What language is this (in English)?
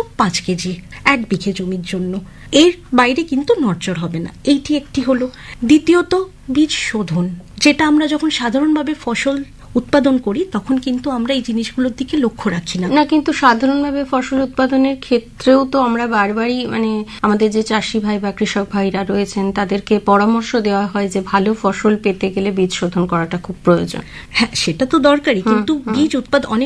Bangla